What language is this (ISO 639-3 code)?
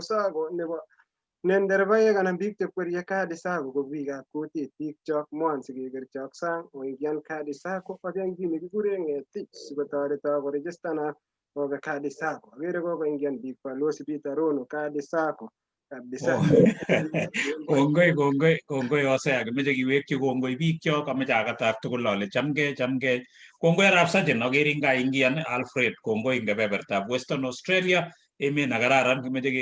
kln